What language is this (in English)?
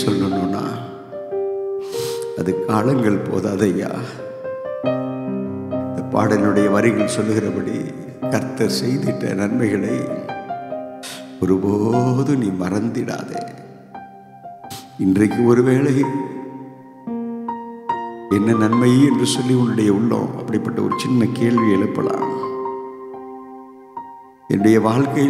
Tamil